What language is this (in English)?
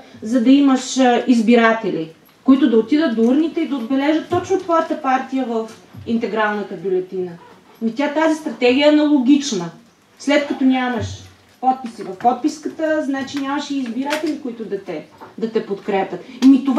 Bulgarian